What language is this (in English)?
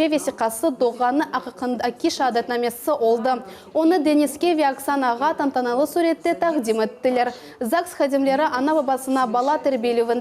Crimean Tatar